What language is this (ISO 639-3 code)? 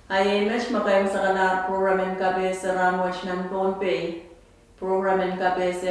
pon